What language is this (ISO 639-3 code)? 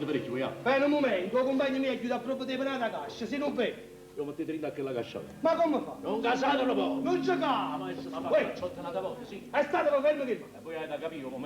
nap